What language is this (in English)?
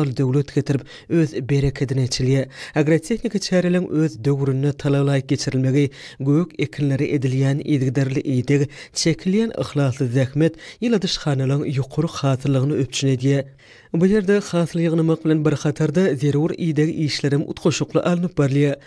Turkmen